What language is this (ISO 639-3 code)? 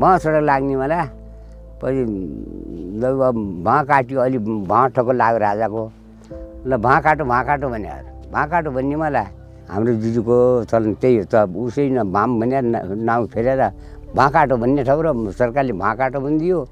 nep